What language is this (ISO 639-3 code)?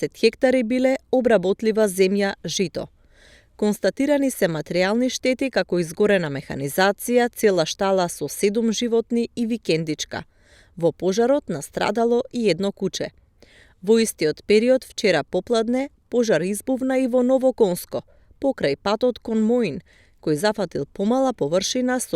mkd